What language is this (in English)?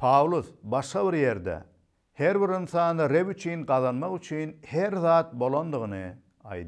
Turkmen